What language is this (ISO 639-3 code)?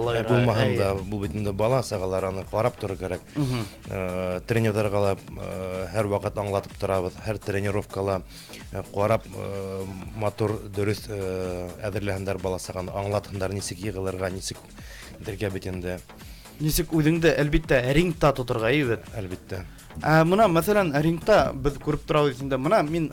bak